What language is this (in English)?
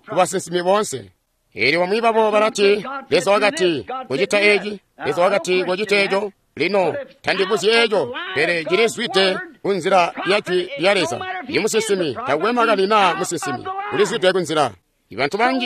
Tonga (Zambia)